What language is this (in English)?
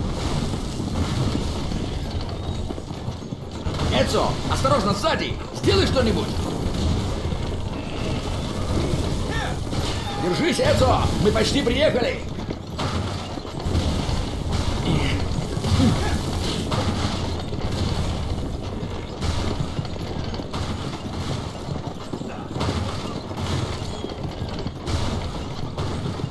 Russian